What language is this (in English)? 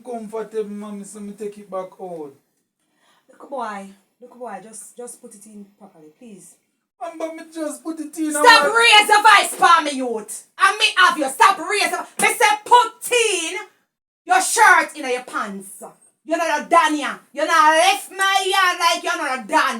Jamaican Creole English